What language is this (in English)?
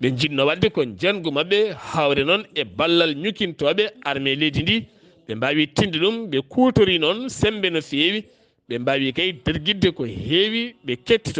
Fula